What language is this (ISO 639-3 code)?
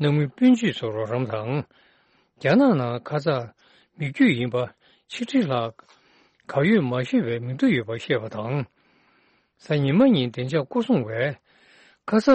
bod